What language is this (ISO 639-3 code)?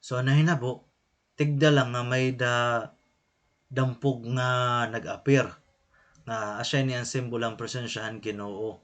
war